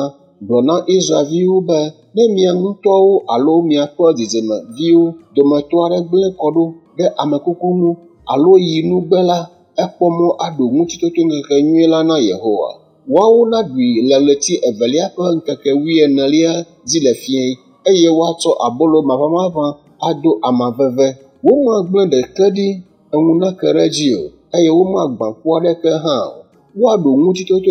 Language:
Ewe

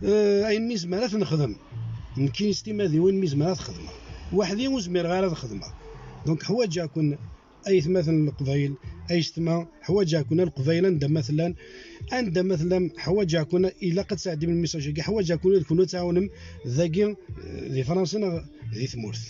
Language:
Kabyle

